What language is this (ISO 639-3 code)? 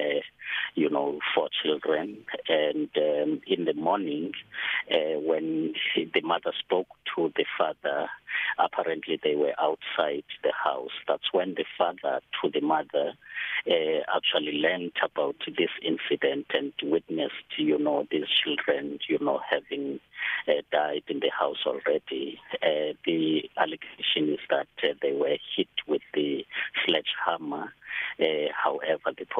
eng